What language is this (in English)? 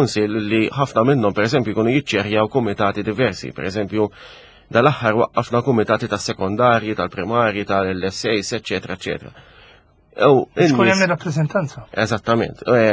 Maltese